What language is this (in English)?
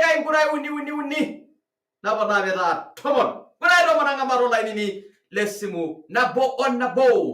Masai